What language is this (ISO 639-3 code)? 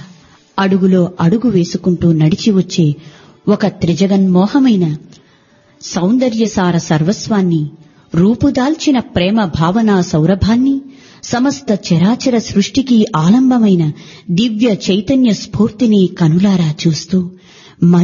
tel